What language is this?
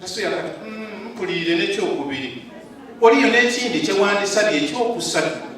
Ganda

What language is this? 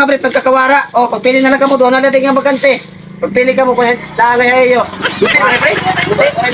Waray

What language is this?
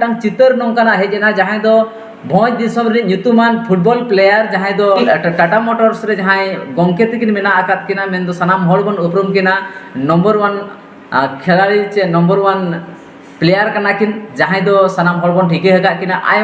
Santali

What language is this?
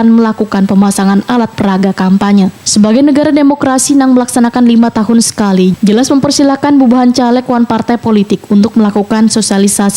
Banjar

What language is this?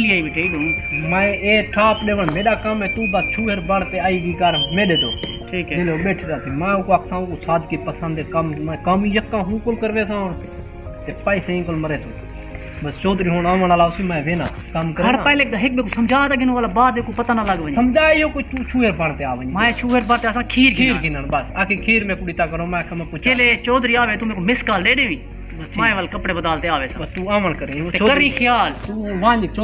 Saraiki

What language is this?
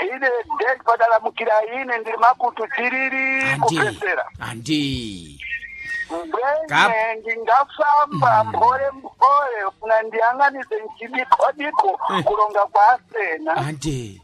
Sena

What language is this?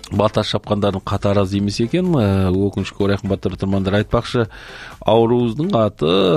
Kazakh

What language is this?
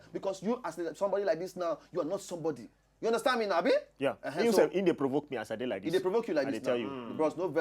Nigerian Pidgin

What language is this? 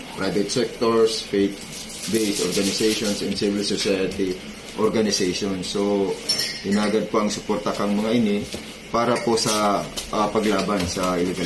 Bikol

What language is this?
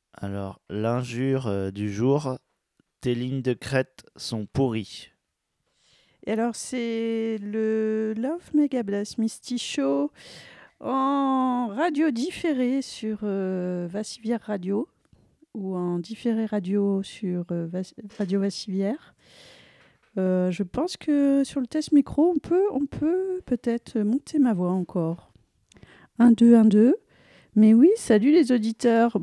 French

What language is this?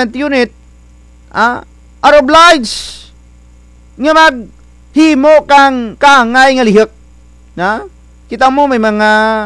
Kinaray-a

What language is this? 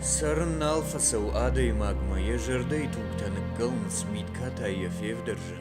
Ossetic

